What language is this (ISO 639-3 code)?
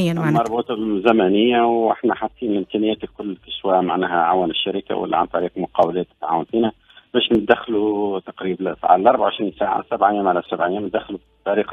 aeb